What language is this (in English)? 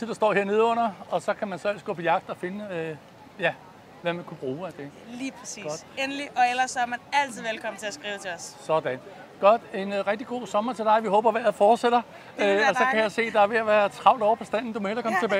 Danish